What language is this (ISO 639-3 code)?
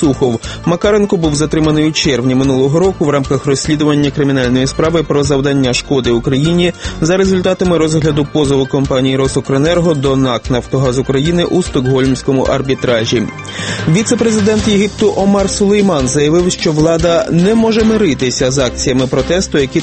ukr